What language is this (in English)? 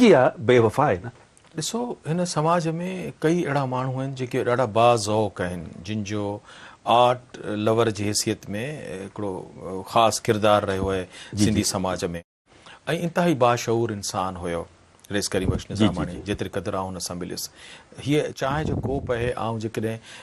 Sindhi